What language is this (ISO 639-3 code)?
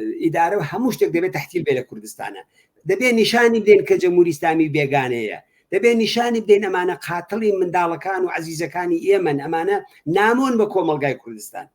ckb